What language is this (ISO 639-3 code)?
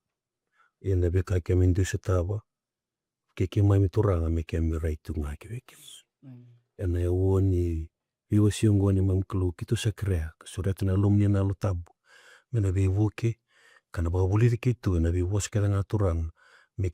fij